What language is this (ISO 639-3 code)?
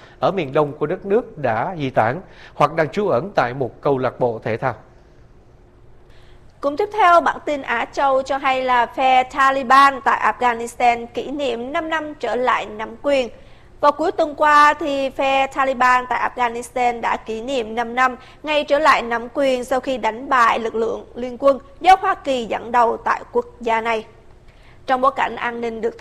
vie